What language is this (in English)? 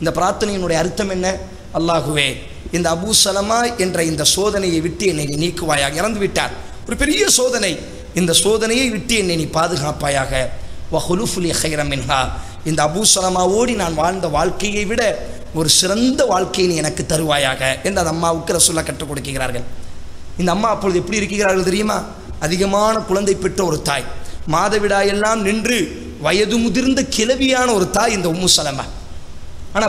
Tamil